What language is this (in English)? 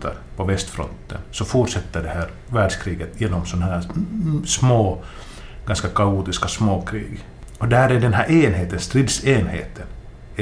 Swedish